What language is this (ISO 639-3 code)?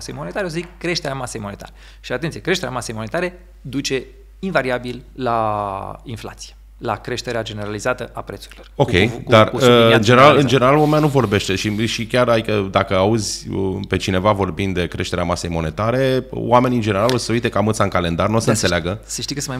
ron